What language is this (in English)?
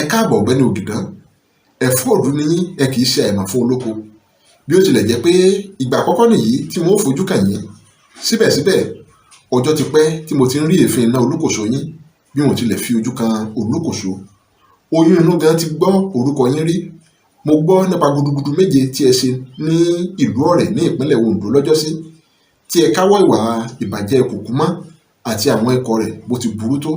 Yoruba